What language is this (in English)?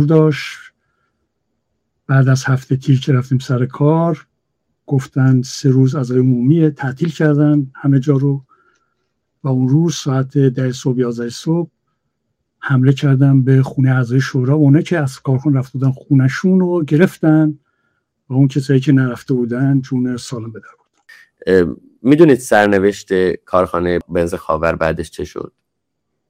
Persian